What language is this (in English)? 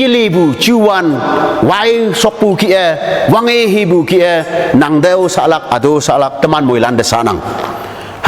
Konyak Naga